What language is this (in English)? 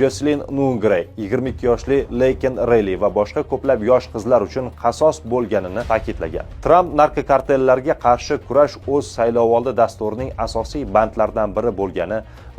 Uzbek